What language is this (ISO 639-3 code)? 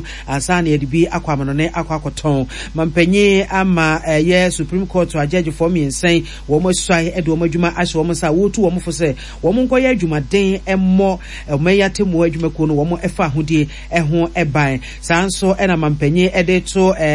aka